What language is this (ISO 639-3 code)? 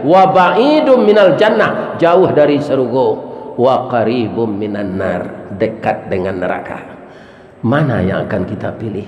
min